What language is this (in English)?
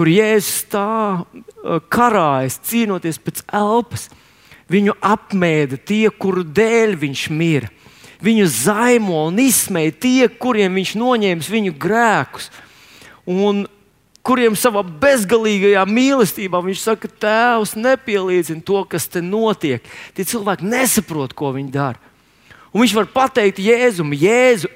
Latvian